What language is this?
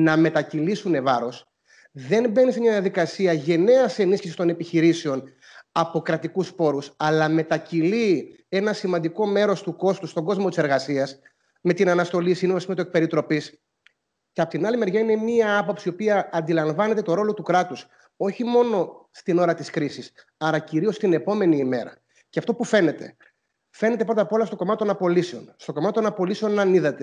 Greek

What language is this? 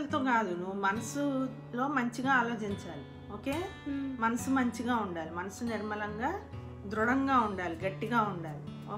Telugu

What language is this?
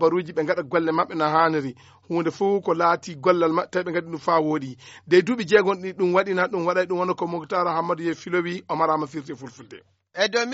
Fula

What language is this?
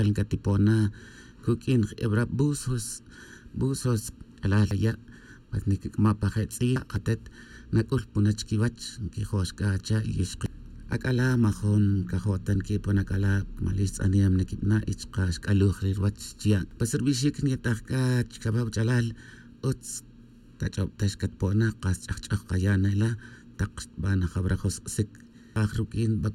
Tz'utujil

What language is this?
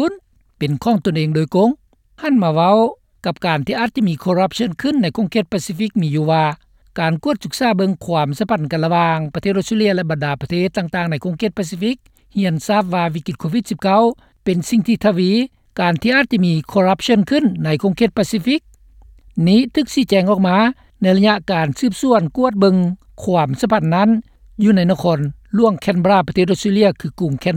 Lao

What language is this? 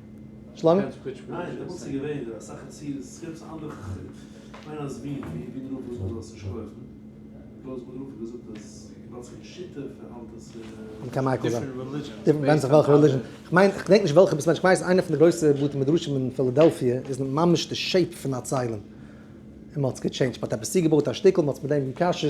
Yiddish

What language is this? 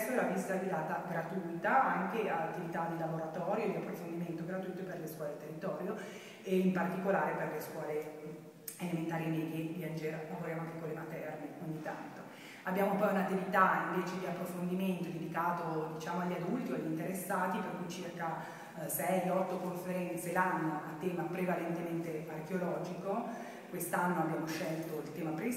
Italian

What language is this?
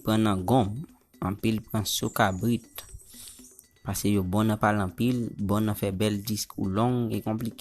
Haitian Creole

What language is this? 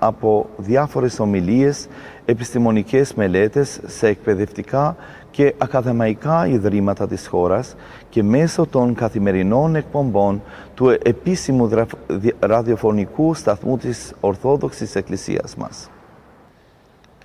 Greek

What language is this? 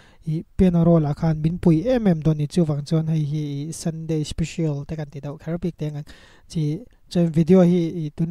Mizo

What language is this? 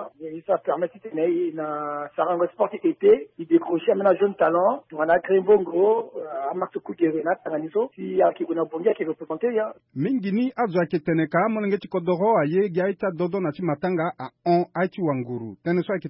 Sango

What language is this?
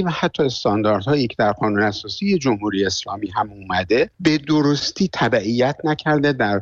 Persian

